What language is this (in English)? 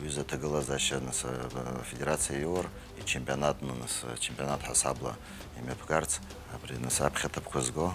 Abkhazian